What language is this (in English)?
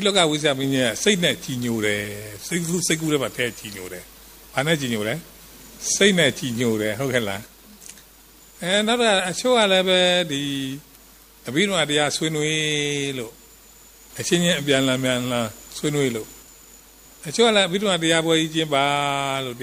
Burmese